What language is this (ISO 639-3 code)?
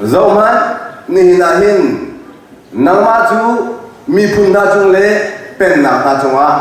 cnh